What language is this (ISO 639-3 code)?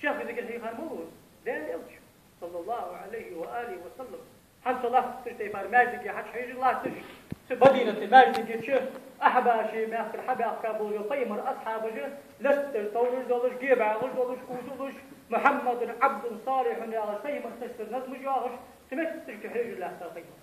inh